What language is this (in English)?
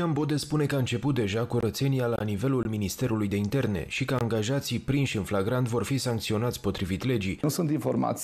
Romanian